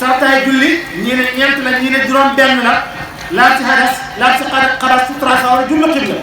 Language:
Wolof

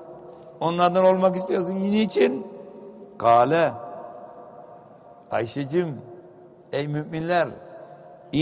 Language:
Turkish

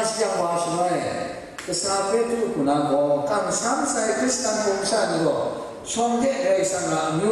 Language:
Kachin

